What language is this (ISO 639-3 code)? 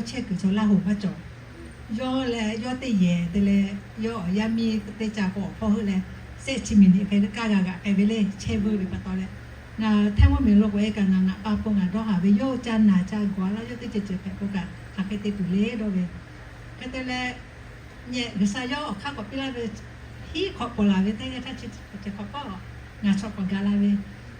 lhu